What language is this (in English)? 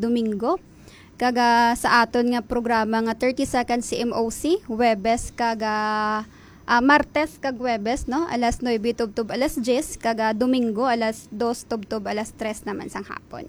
Hiligaynon